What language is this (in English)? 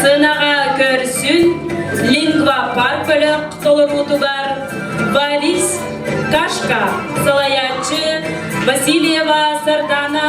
Yakut